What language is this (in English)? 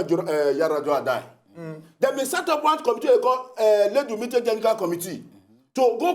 Nigerian Pidgin